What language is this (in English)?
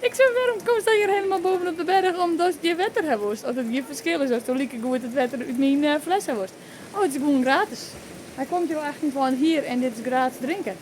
Western Frisian